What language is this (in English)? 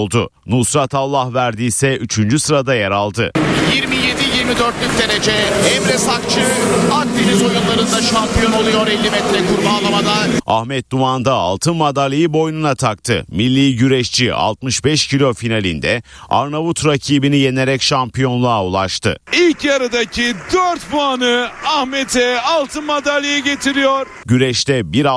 Turkish